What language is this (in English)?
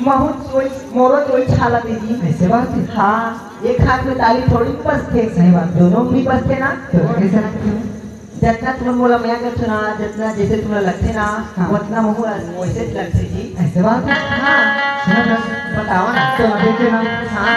Chhattisgarhi